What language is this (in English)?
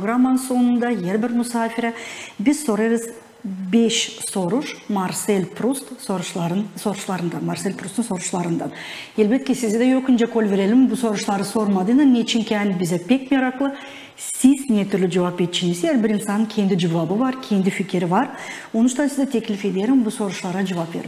Gagauz